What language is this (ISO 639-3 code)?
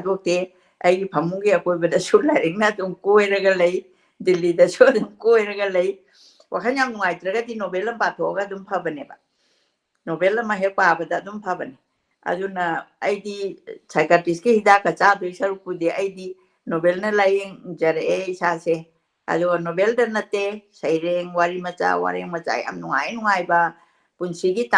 mni